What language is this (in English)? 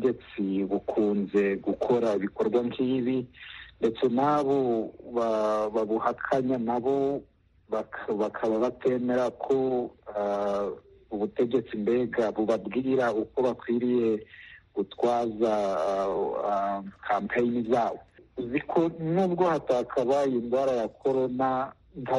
Kinyarwanda